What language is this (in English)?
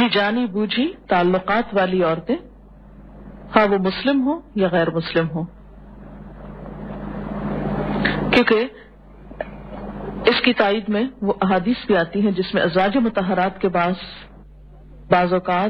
Urdu